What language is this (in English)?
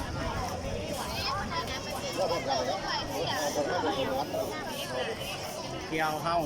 Lao